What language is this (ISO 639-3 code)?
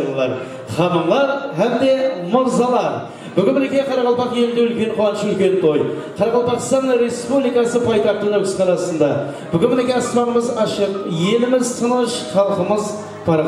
kaa